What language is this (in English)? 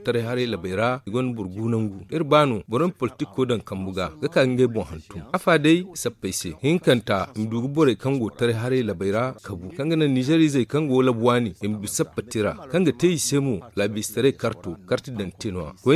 Zarma